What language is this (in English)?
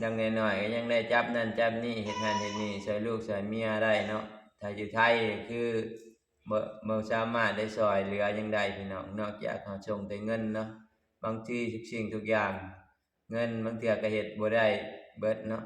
Lao